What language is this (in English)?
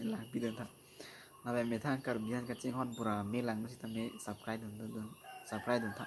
Karbi